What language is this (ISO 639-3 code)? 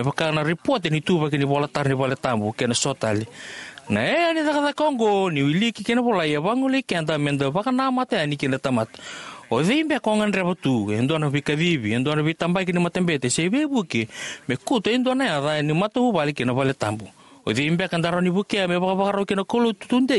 fij